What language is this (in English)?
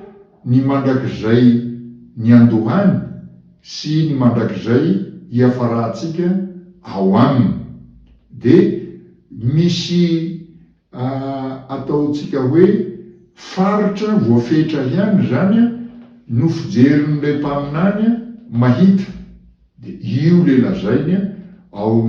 Malagasy